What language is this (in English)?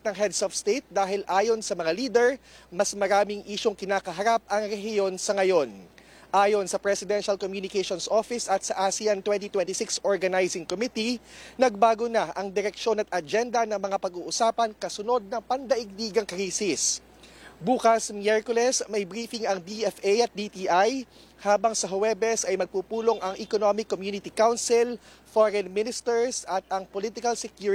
Filipino